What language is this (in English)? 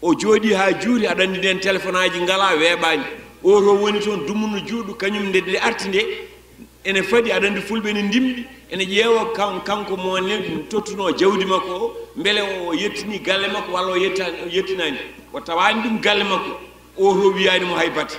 Fula